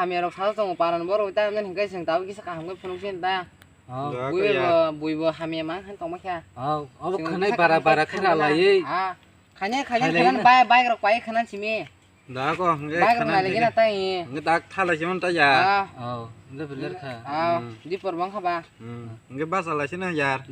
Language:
Kok Borok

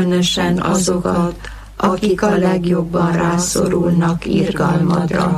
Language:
Hungarian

